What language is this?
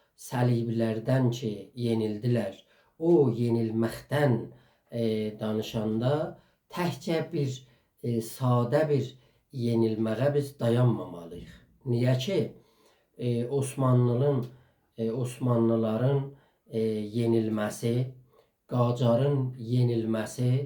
South Azerbaijani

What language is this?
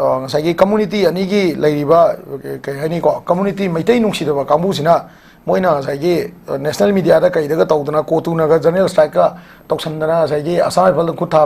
Manipuri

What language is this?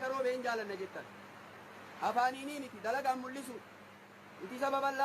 Oromo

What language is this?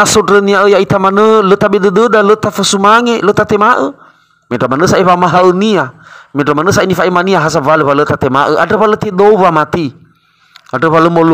Nias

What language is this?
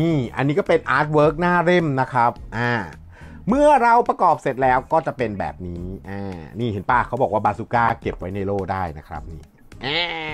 Thai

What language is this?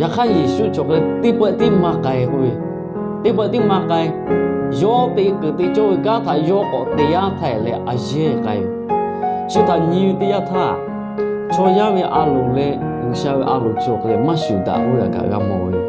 Lahu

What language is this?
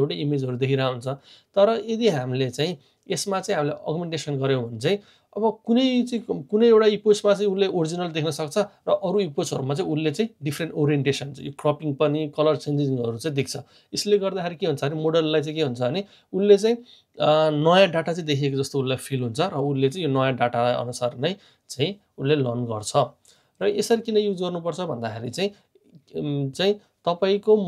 Nepali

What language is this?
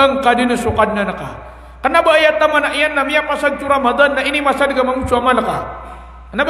Maranao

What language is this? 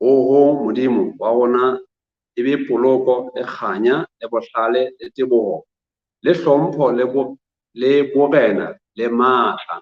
Southern Sotho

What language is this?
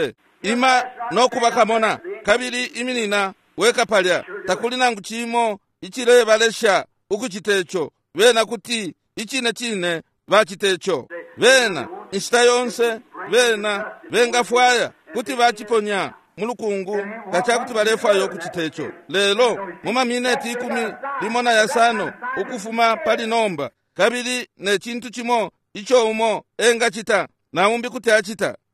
Bemba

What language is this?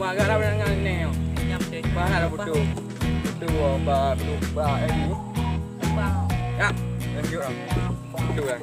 Achinese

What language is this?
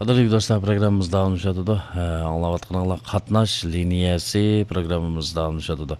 Uyghur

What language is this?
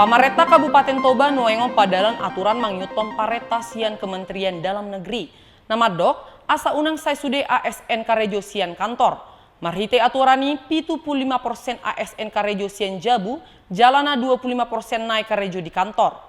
Batak Toba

